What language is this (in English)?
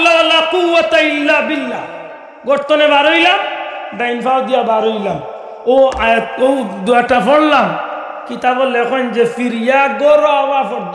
Sylheti